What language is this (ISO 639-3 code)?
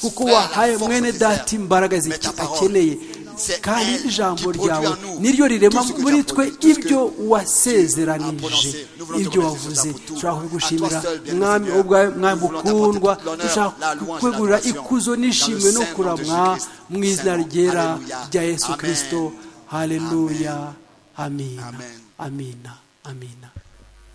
kin